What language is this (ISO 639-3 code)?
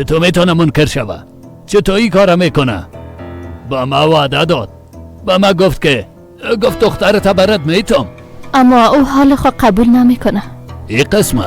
fas